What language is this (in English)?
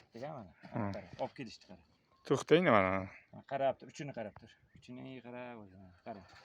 Uzbek